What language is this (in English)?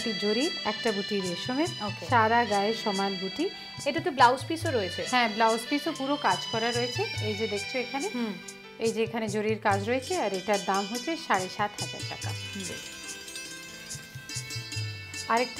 Bangla